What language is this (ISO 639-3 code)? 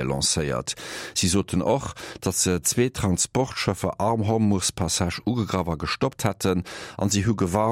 ltz